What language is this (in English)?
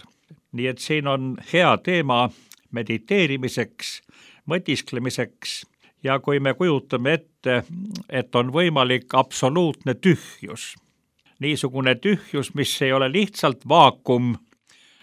Estonian